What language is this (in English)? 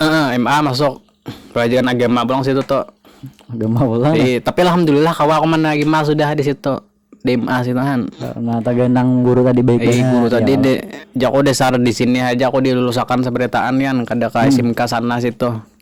Banjar